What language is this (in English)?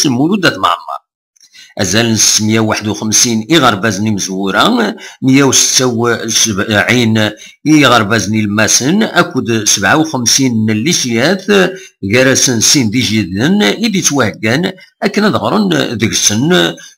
Kabyle